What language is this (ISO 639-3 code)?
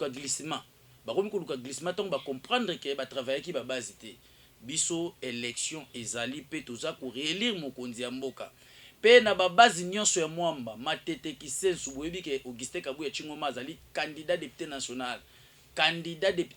lin